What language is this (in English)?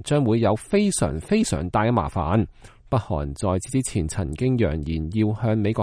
Cantonese